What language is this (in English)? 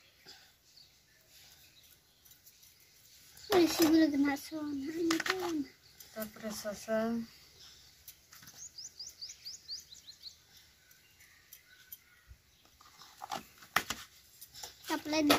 Malay